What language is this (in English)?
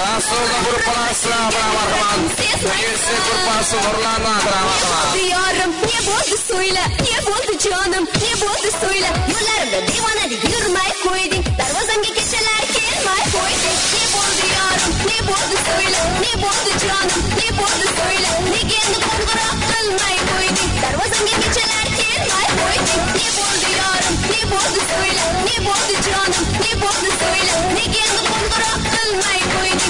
Kara-Kalpak